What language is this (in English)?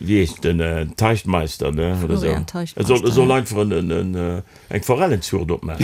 Luxembourgish